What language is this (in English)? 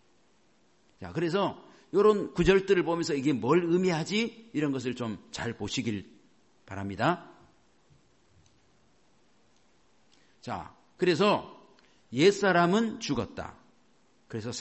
Korean